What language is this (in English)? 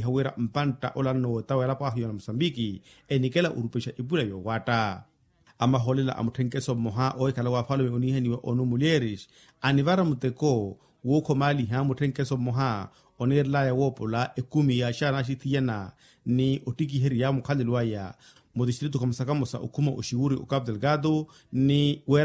Makhuwa